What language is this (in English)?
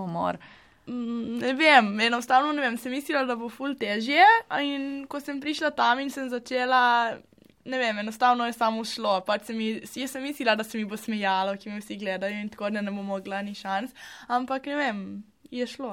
Slovenian